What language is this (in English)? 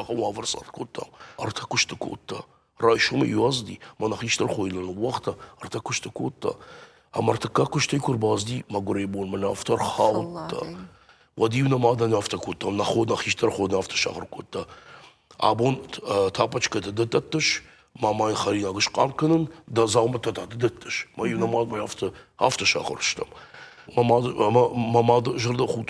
Ossetic